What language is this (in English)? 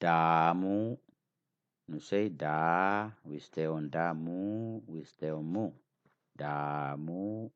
English